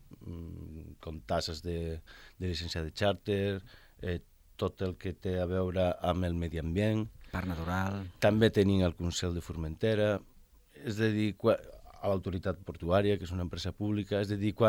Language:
Catalan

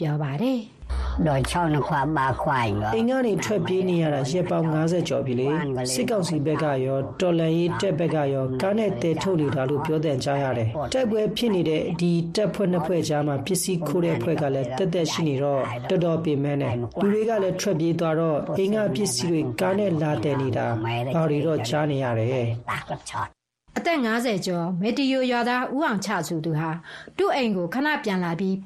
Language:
Burmese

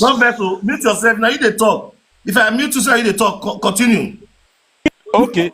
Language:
Nigerian Pidgin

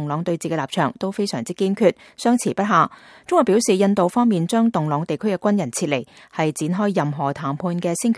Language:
Cantonese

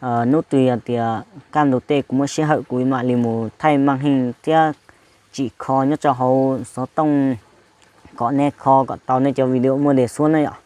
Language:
Hmong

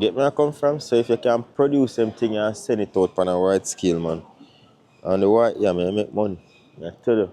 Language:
Jamaican Creole English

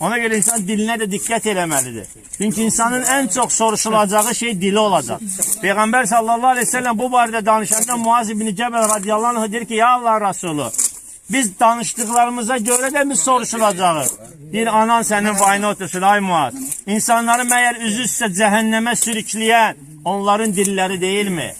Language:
Azerbaijani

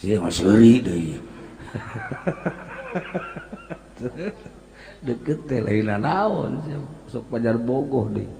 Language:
Sundanese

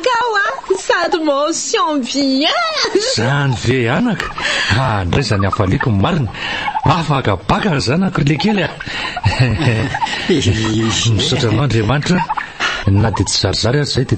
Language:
Malagasy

